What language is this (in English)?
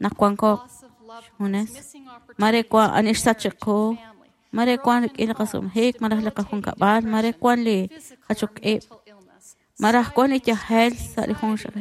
Kekchí